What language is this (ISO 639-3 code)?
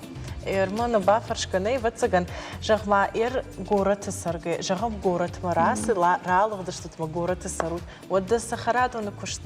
oss